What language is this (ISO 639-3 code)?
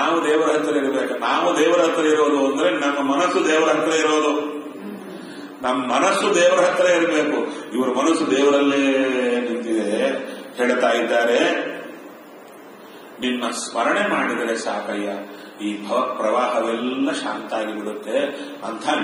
kan